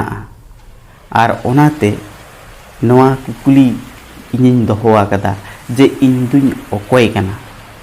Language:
Santali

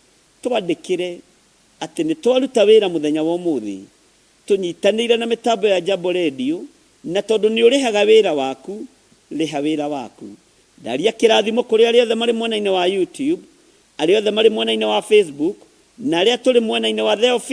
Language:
Kikuyu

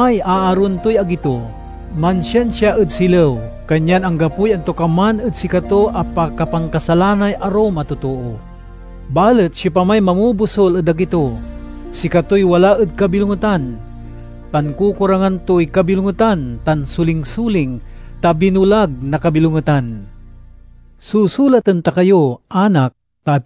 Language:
Pangasinan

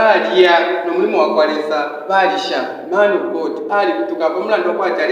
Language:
Bemba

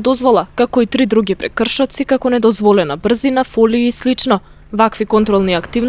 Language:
Macedonian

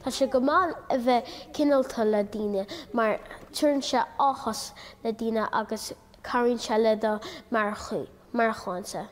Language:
Irish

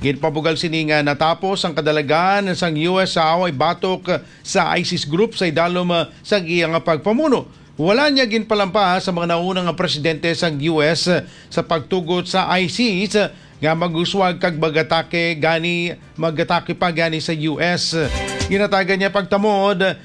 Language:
Hiligaynon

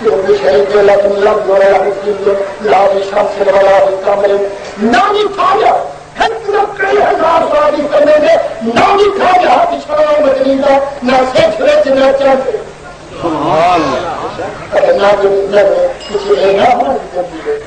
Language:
Saraiki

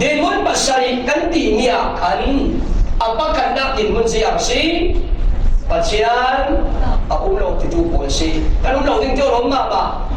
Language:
Falam Chin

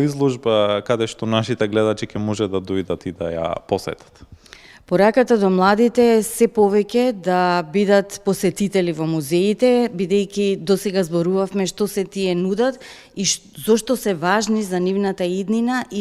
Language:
Macedonian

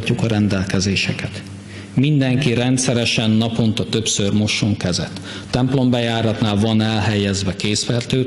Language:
Hungarian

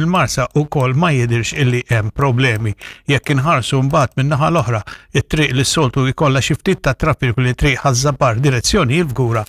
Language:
Maltese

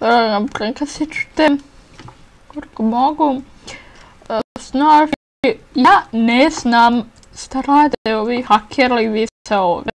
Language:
Bosnian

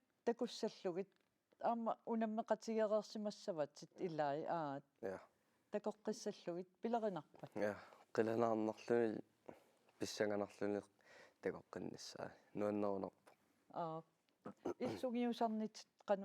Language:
Kalaallisut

